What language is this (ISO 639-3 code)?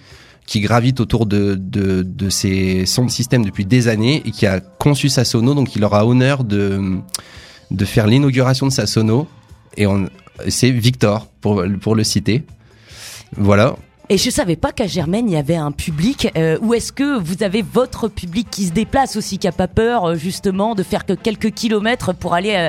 fra